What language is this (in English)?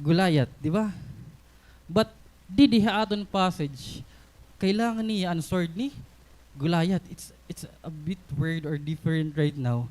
Waray